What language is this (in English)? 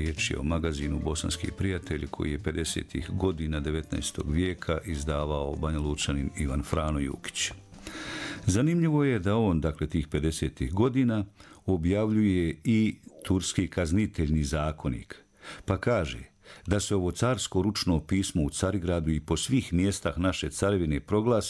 Bosnian